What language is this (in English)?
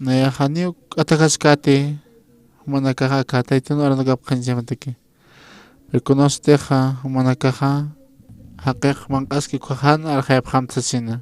Aymara